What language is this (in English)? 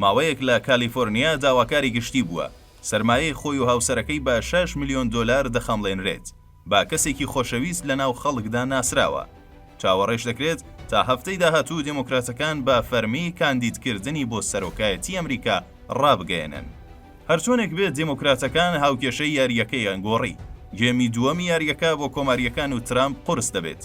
Central Kurdish